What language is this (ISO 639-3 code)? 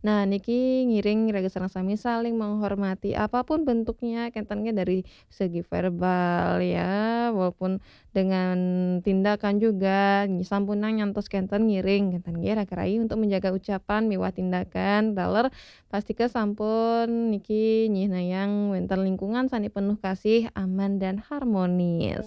ban